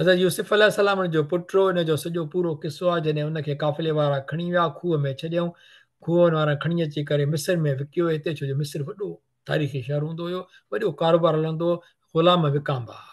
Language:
Sindhi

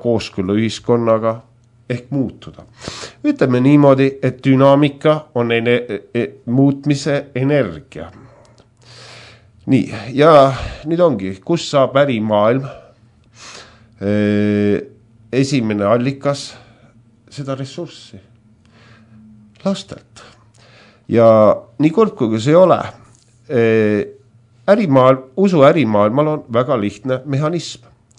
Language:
Estonian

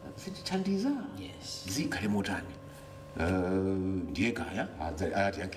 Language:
Nyanja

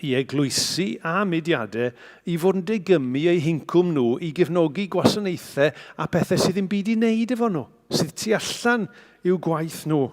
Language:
Welsh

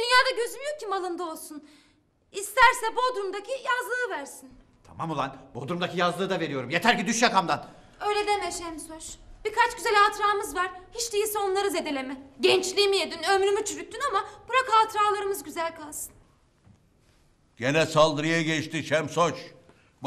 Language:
Turkish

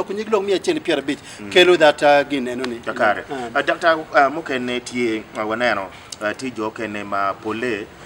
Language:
Acoli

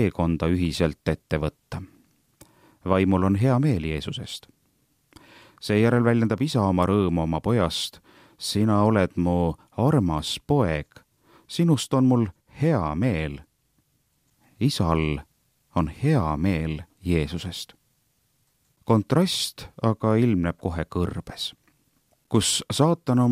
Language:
Estonian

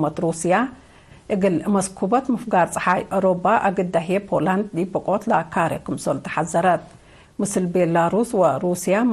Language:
Tigre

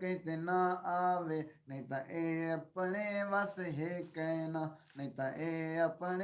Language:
Saraiki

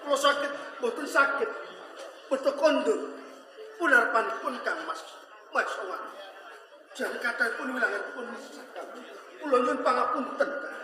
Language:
Javanese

